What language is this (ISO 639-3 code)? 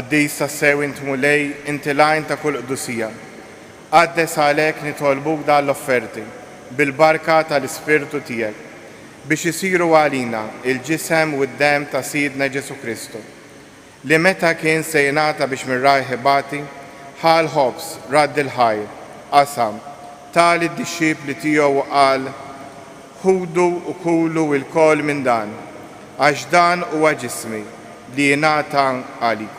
mlt